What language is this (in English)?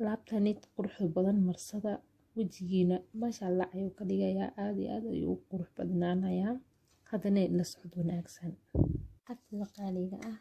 Somali